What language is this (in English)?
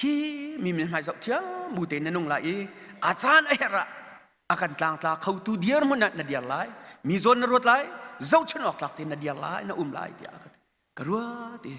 Hakha Chin